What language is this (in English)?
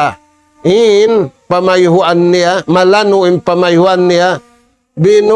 Tausug